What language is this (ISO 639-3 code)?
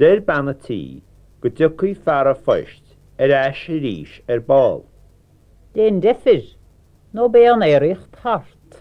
gle